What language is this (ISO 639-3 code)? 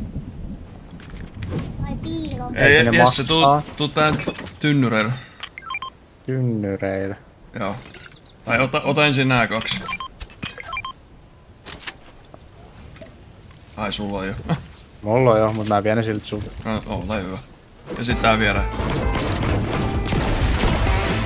fin